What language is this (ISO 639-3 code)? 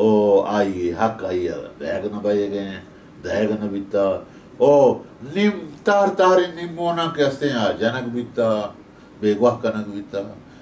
bal